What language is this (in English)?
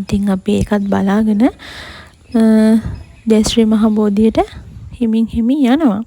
Sinhala